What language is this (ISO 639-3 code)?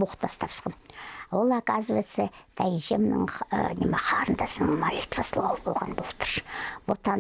kjh